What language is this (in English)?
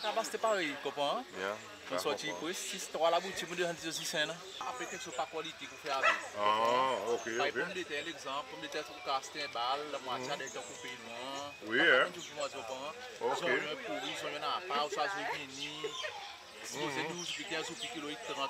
Seselwa Creole French